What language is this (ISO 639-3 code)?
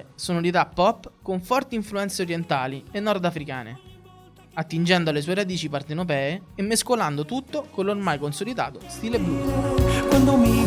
ita